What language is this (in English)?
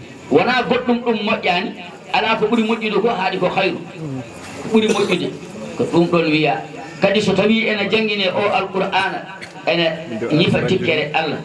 Fula